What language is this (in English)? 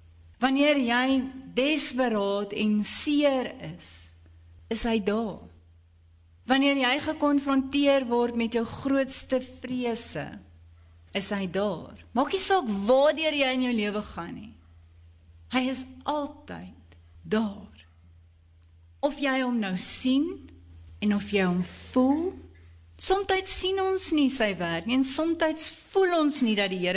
Afrikaans